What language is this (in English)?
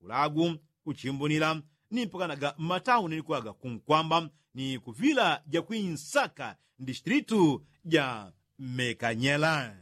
Yao